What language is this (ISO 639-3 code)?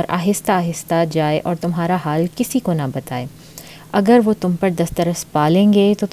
urd